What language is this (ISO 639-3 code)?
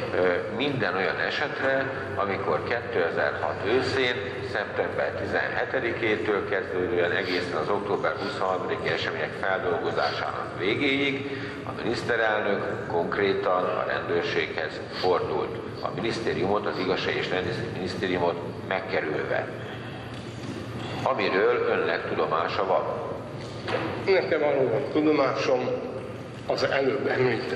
hun